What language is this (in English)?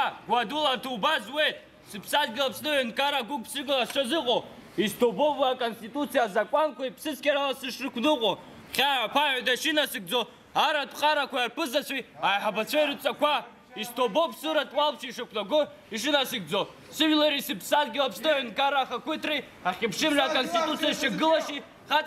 Abkhazian